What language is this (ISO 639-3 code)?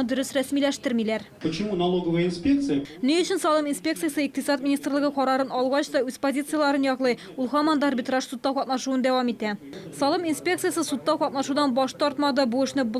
tat